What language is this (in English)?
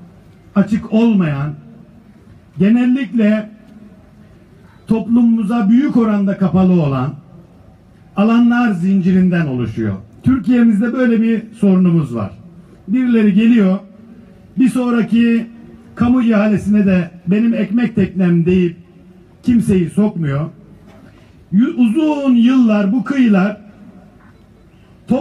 Turkish